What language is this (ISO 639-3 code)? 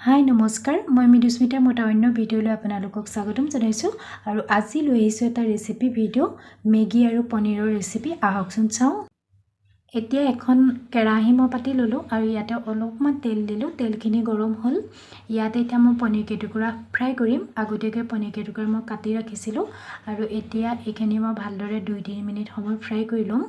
asm